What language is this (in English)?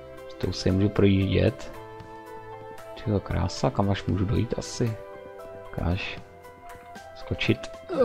Czech